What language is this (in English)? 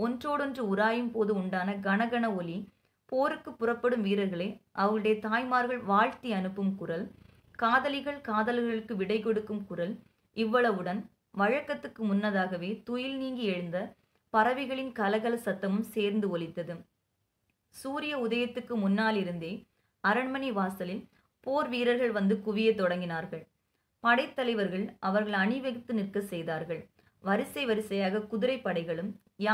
Tamil